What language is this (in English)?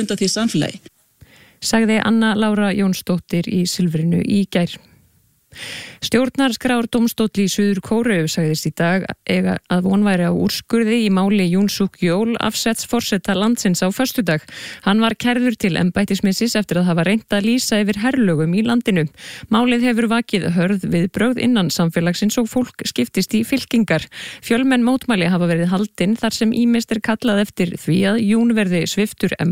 Icelandic